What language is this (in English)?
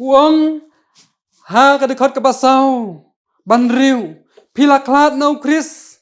Khasi